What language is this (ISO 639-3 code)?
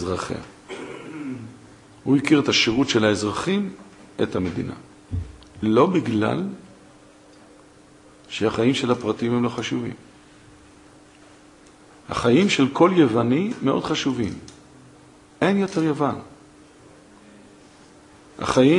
heb